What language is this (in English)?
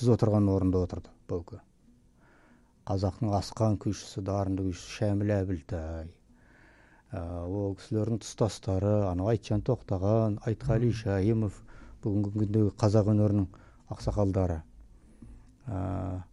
Kazakh